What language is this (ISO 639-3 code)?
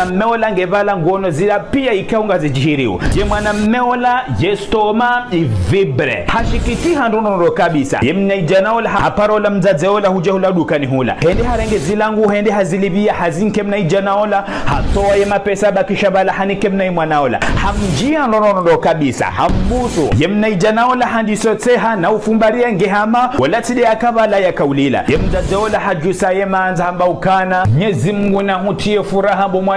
zdj